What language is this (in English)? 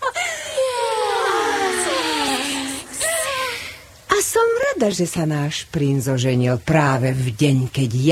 Slovak